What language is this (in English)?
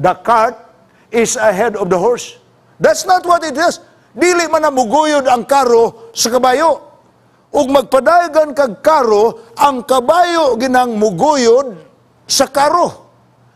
Cebuano